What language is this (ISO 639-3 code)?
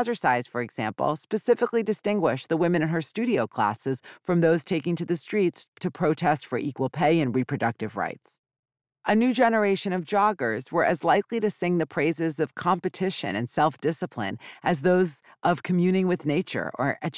eng